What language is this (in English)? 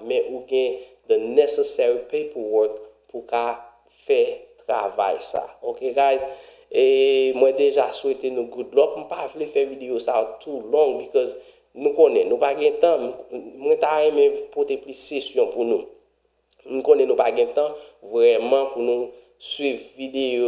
Haitian Creole